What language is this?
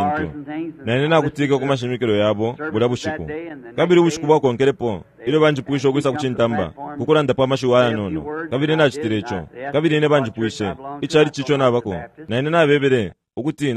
Bemba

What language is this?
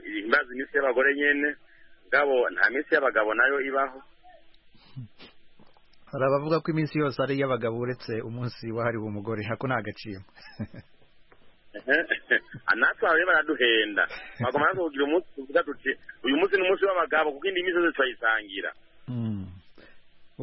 Kinyarwanda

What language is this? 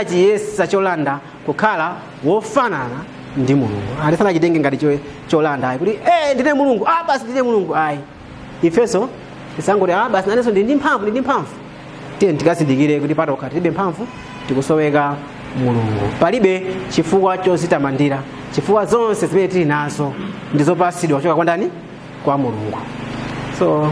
Nyanja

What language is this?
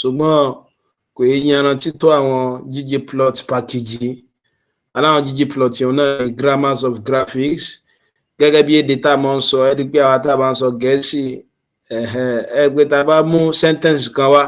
Yoruba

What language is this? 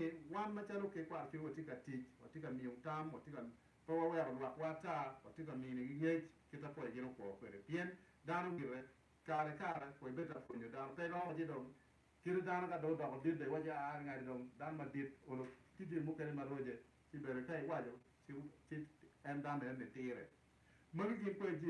Acoli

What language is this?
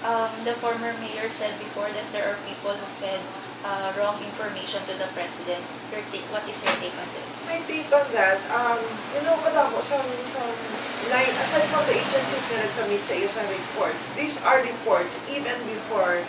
Hiligaynon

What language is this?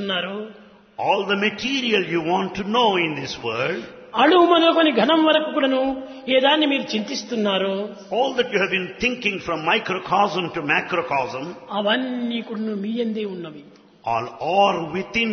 Telugu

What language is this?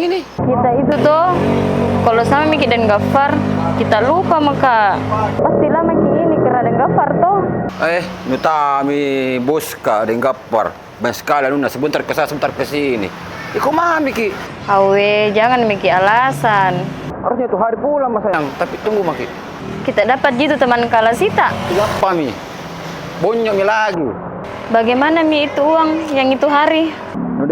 Makassar Malay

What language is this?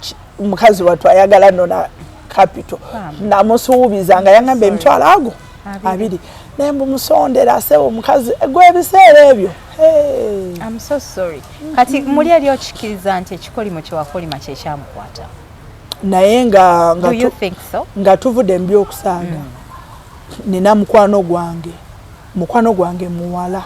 Ganda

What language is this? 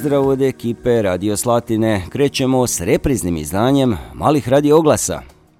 Croatian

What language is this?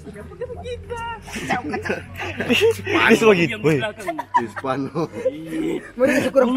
Manado Malay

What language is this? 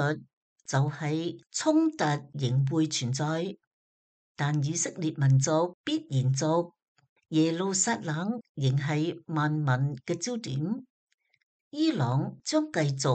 Cantonese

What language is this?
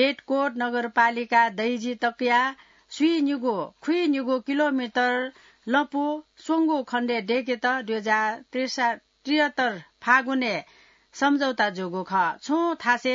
Newari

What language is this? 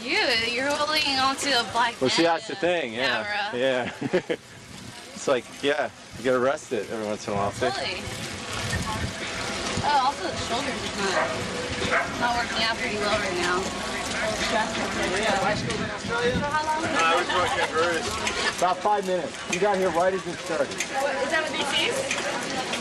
English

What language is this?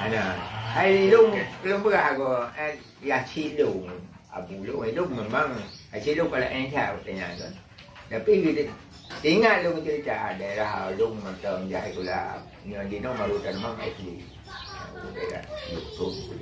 Achinese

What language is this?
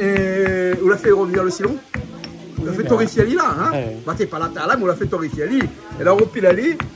Réunion Creole French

